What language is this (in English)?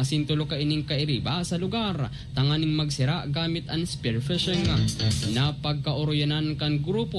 Bikol